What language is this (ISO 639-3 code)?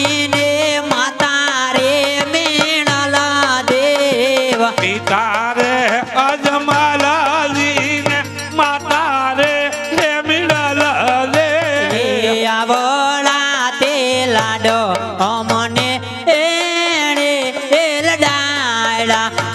guj